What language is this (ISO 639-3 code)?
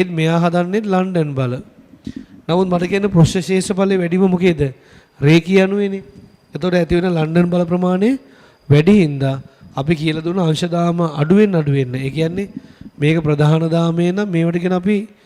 sin